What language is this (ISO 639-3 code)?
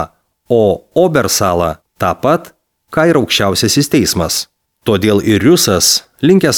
lit